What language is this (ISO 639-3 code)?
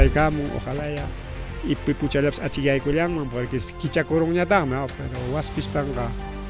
quy